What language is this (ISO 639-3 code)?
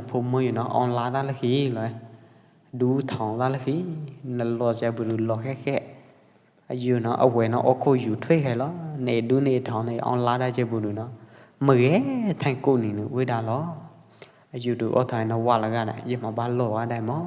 kjp